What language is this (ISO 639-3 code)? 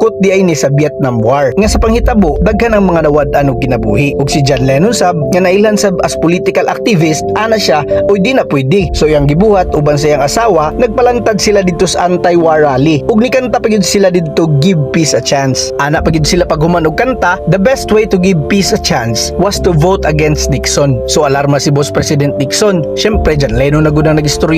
ceb